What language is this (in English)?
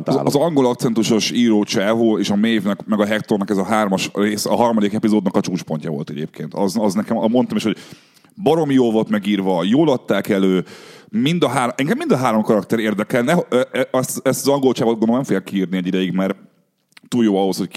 Hungarian